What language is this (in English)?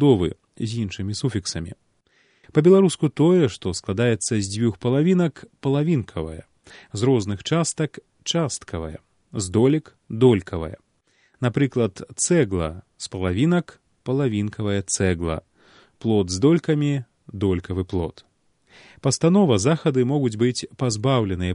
Belarusian